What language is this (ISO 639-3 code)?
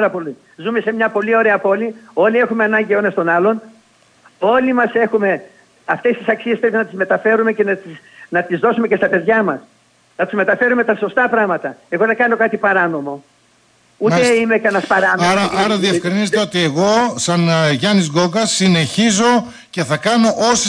ell